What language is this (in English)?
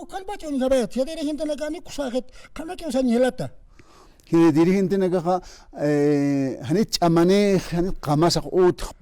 Aymara